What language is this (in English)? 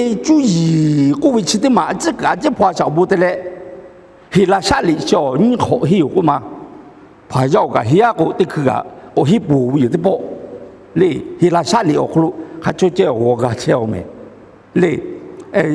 Lahu